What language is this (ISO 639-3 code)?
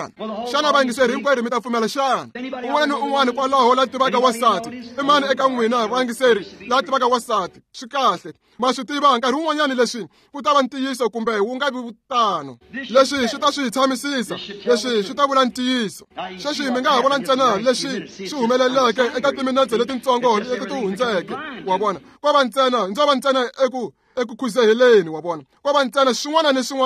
tso